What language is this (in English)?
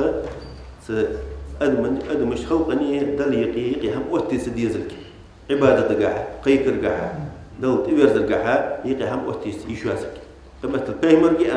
Ingush